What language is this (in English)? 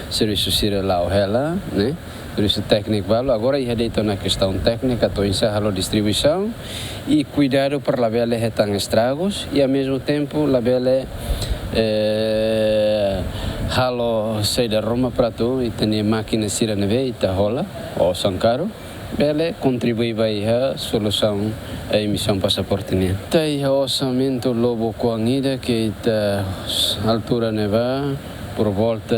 Tetum